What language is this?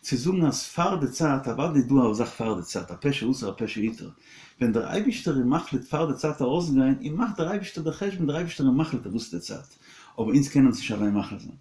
Yiddish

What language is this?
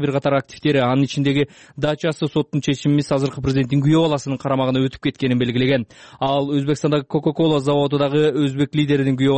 Kyrgyz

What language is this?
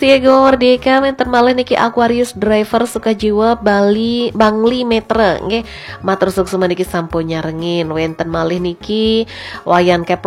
Balinese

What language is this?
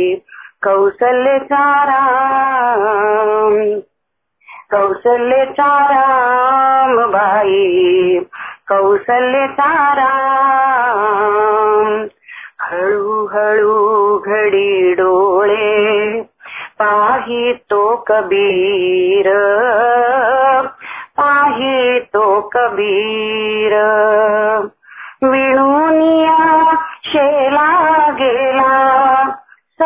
Marathi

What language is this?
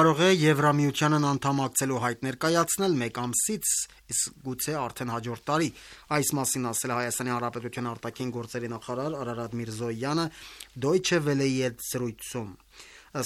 Armenian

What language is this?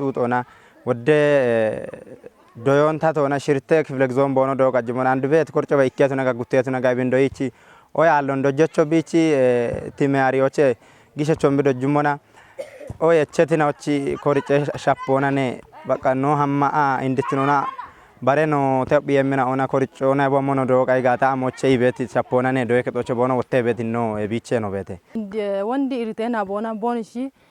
Kafa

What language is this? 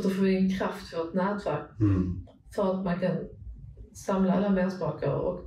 Swedish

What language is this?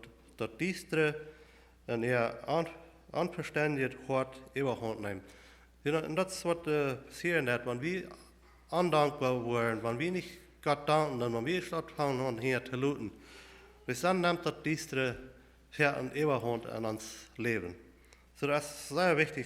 Plautdietsch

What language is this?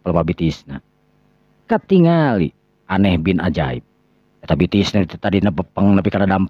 Sundanese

